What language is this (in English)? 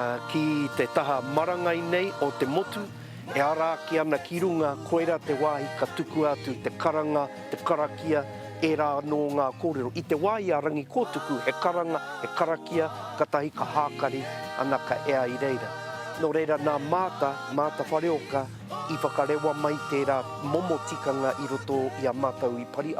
Māori